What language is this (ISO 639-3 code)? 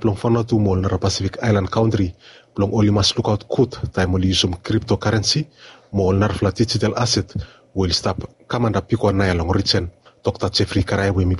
bis